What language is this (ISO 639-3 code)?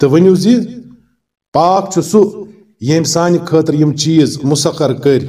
kas